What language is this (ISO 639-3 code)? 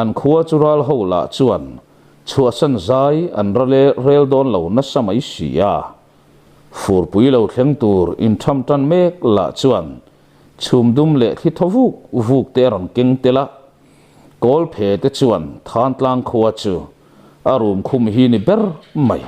lus